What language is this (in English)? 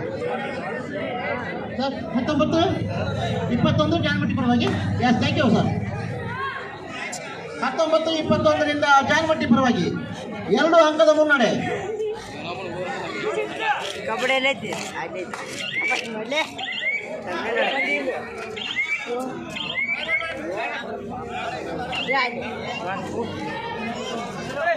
Kannada